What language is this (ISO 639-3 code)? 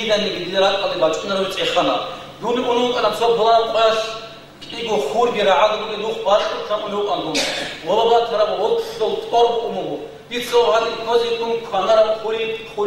ava